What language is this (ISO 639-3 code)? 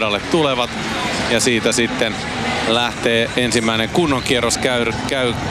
fin